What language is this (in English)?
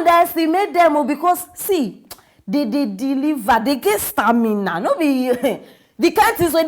Nigerian Pidgin